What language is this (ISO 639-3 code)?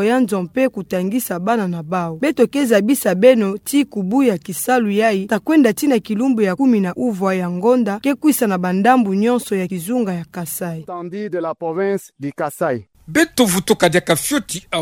ktu